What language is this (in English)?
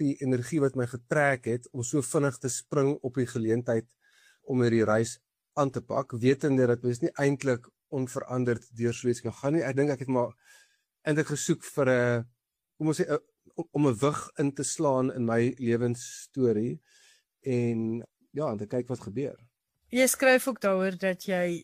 Afrikaans